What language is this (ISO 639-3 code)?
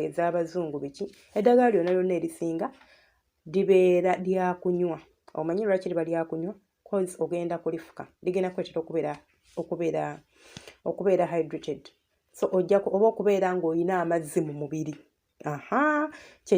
lug